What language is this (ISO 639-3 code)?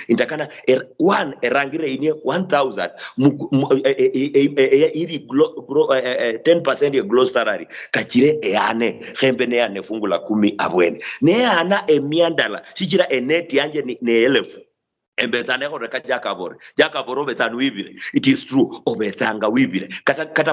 luy